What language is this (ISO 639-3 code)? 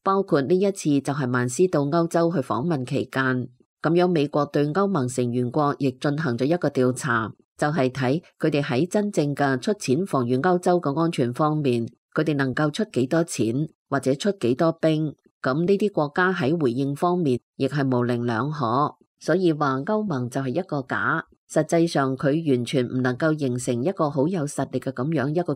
yue